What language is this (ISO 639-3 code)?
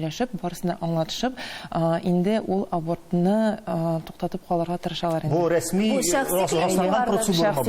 tat